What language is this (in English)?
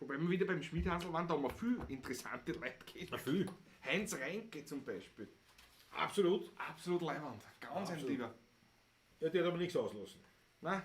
Bavarian